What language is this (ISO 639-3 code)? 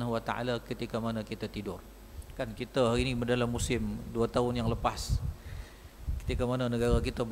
msa